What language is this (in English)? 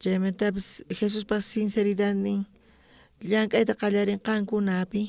South Bolivian Quechua